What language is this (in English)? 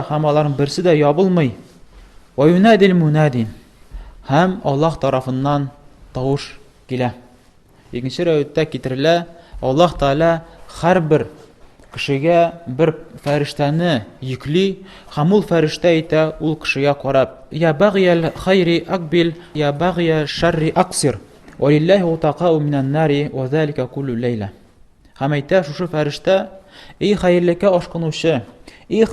Tatar